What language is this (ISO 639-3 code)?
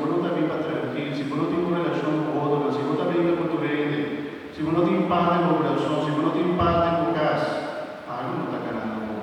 pap